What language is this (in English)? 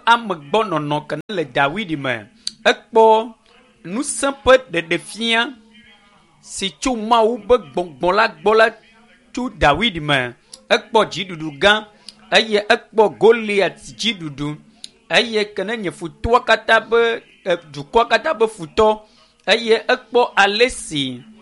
Ewe